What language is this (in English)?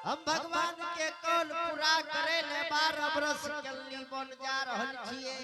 Angika